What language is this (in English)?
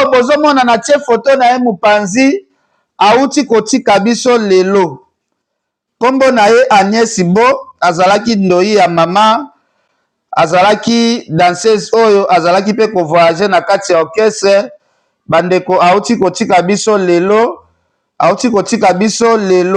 Lingala